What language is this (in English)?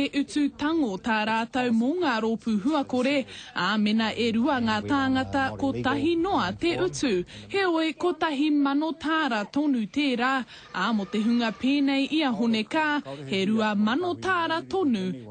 Māori